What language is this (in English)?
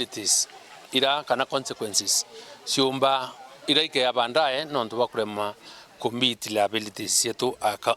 Meru